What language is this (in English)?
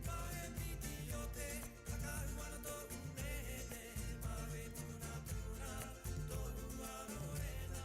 Rapanui